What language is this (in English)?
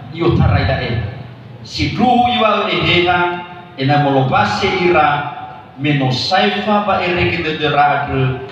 Nias